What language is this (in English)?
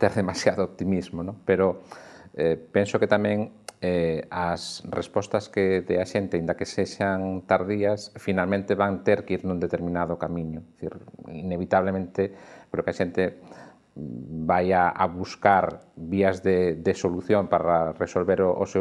Galician